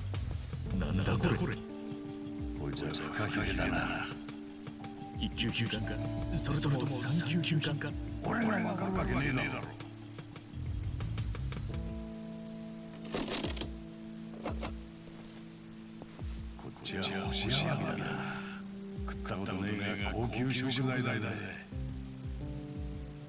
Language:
Japanese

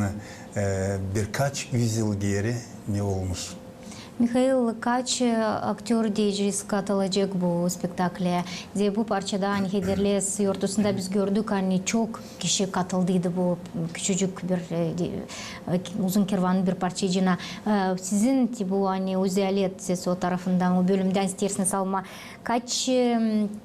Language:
Gagauz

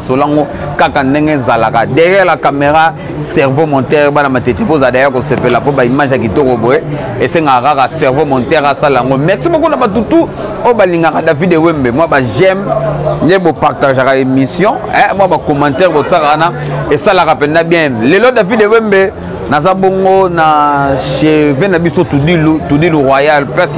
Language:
Lingala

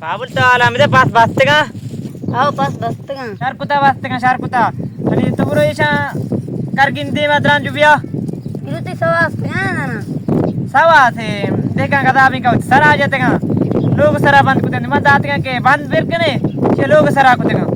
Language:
Baluchi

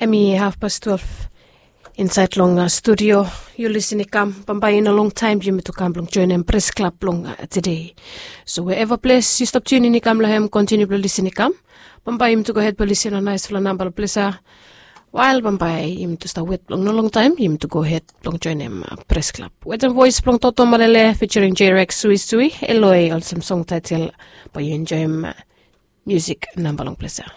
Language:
Bislama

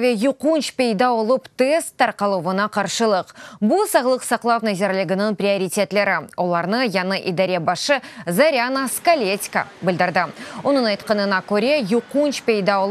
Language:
Crimean Tatar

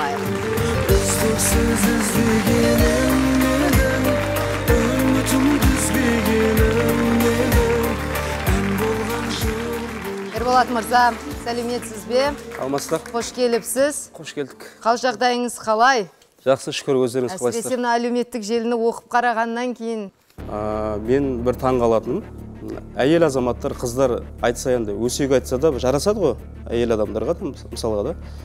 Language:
Kazakh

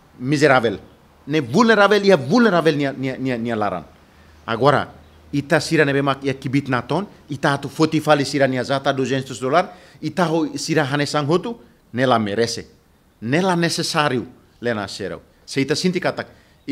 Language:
Tetum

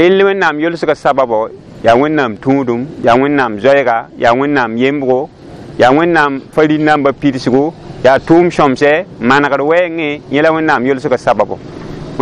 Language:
Mossi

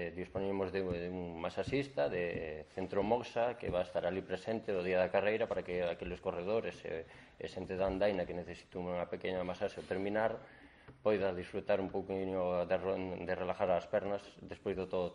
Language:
Galician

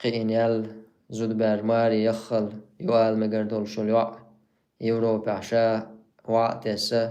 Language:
Chechen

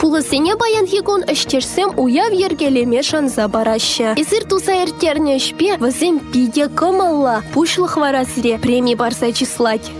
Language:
Chuvash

